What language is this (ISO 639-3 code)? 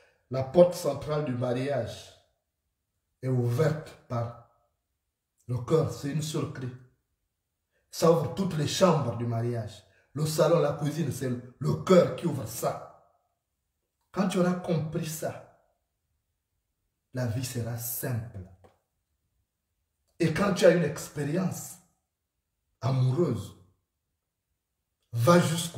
fra